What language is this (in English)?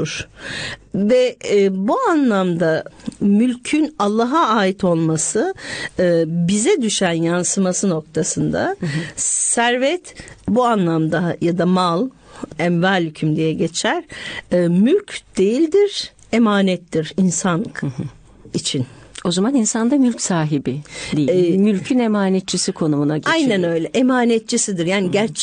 Turkish